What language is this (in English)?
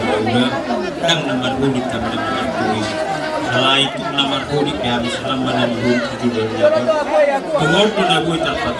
Batak Toba